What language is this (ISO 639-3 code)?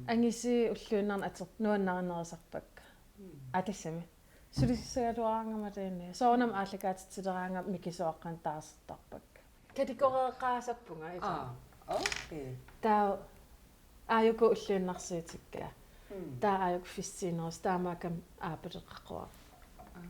kal